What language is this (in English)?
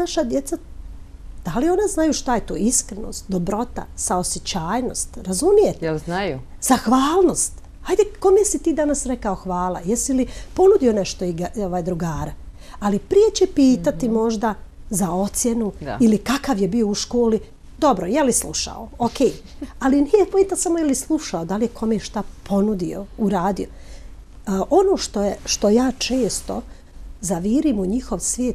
Serbian